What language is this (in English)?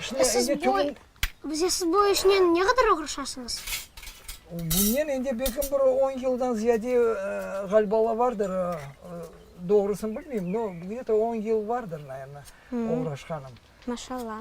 Crimean Tatar